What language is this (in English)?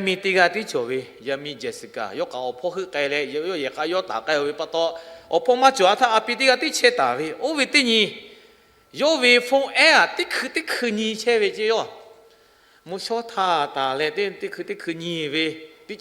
Lahu